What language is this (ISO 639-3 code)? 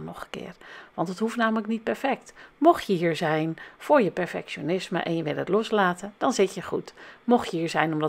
nld